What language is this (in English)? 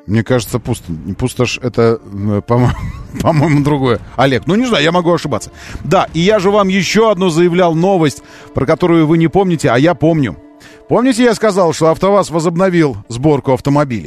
Russian